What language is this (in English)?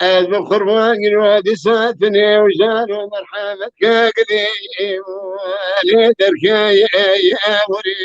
Kurdish